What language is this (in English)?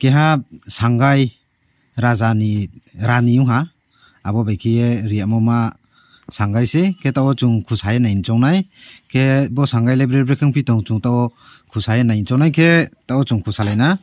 Riang (India)